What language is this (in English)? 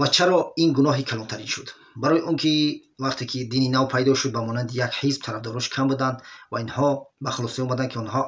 Tajik